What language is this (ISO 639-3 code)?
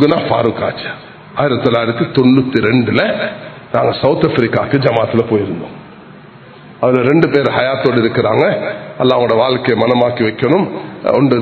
tam